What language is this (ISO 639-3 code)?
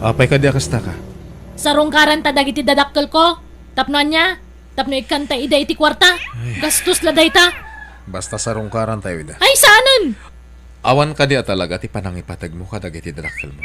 ilo